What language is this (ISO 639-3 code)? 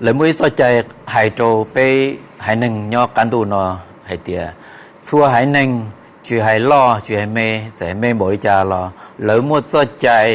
hmn